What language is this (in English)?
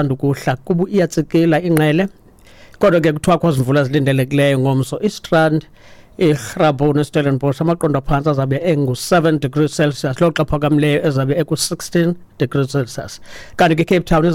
Xhosa